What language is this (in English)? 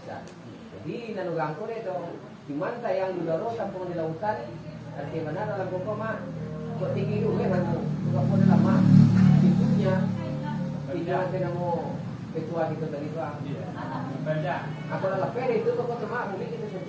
Minangkabau